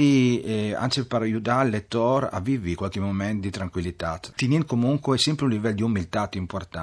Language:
Friulian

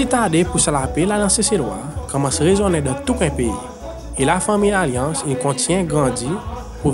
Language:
Seselwa Creole French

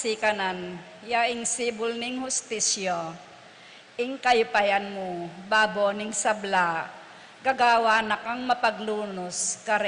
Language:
Pampanga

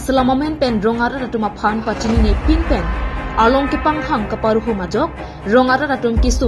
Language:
Karbi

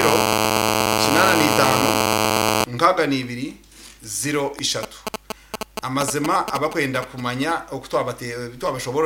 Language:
Nyankole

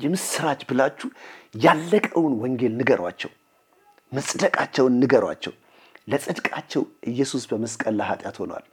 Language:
Amharic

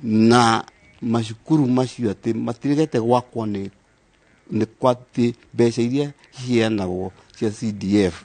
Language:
Kikuyu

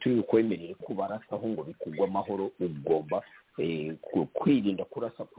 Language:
Kinyarwanda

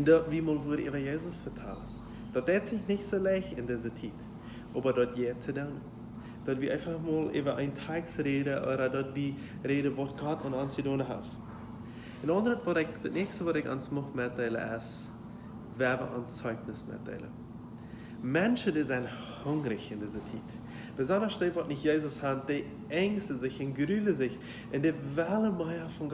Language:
Plautdietsch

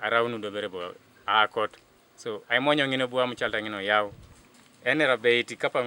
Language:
Teso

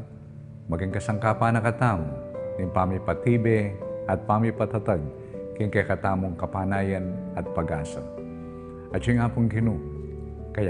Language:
Pampanga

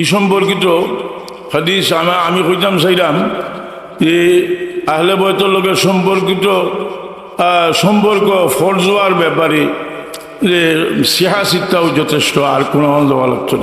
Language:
Sylheti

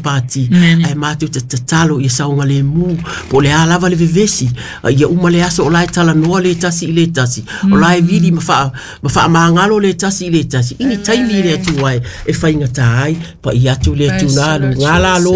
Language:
Samoan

